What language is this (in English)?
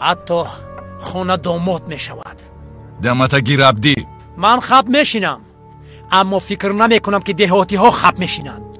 Tajik